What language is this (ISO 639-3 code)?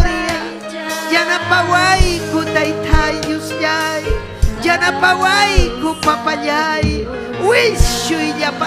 quy